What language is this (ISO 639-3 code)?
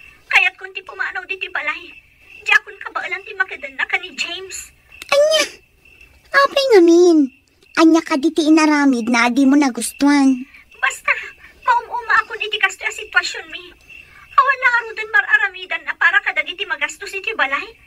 ilo